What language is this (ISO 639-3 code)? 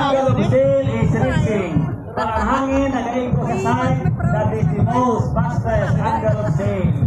hil